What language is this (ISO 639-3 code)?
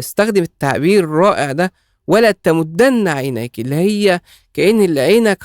arz